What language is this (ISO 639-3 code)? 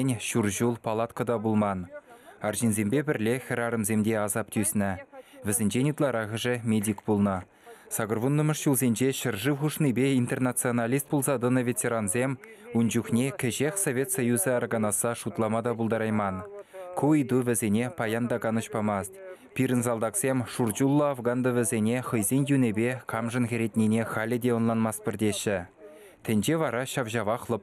chv